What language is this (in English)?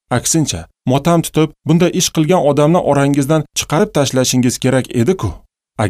Uzbek